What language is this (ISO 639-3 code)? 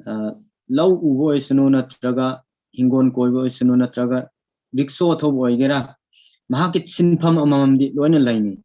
mni